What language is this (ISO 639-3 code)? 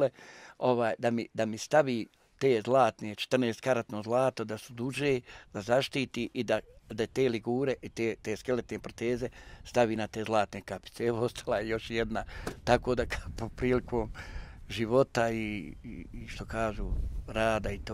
bos